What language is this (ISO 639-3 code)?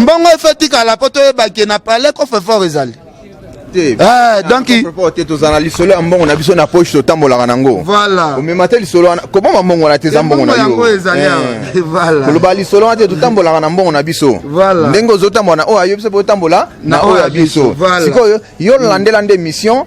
lin